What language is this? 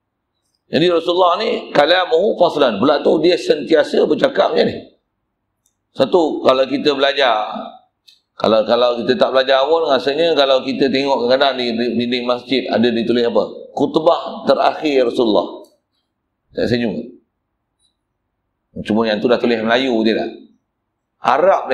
Malay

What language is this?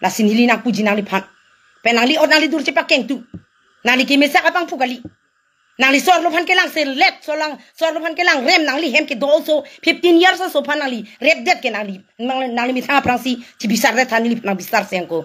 Karbi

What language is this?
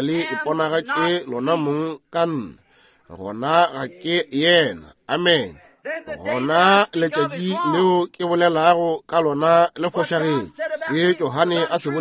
Northern Sotho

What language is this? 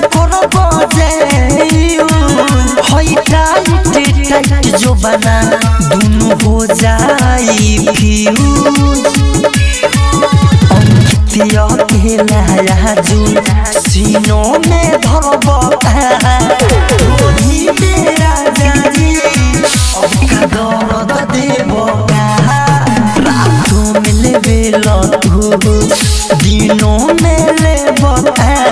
Bhojpuri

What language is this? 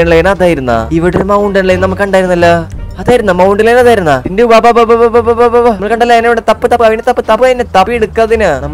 Malayalam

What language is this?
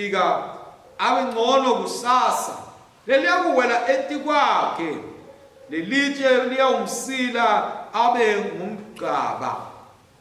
Swati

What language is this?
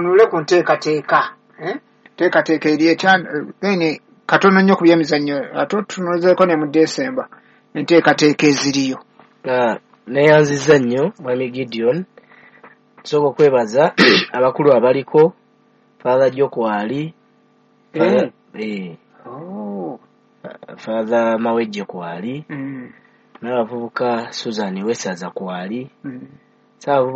Ganda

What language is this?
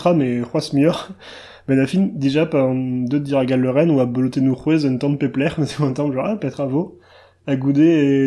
Breton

